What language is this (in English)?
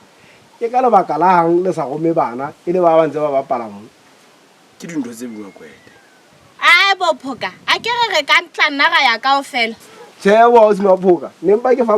Southern Sotho